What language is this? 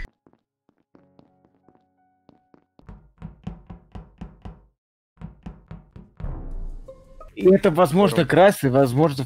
Russian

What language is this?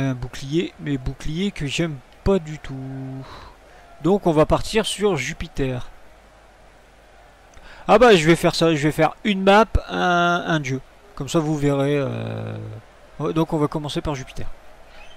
French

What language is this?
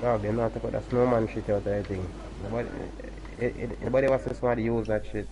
Jamaican Creole English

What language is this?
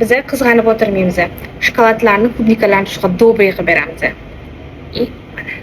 Uzbek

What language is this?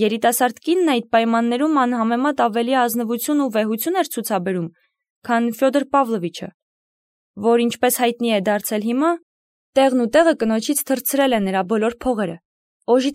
Armenian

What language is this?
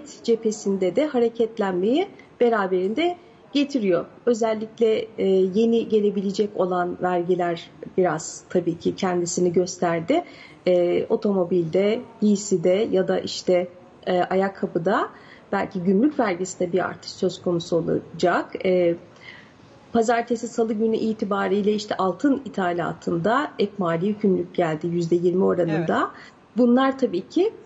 Turkish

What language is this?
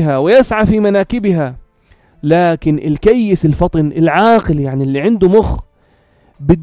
North Levantine Arabic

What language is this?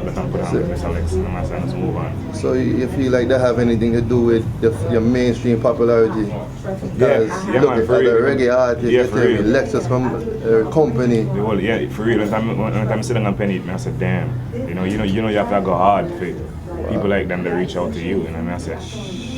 Jamaican Creole English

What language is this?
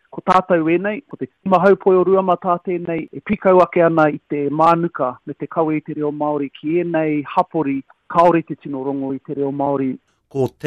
Māori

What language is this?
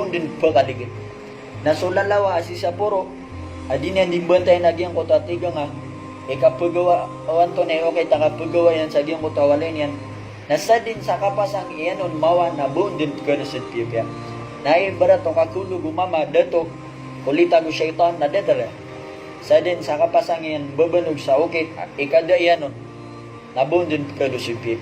Maranao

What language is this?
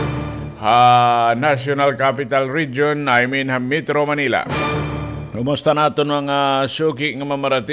Waray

